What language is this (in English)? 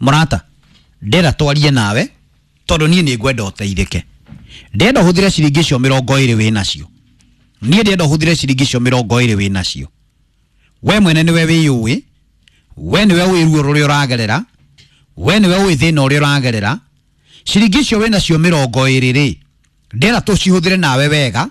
Kikuyu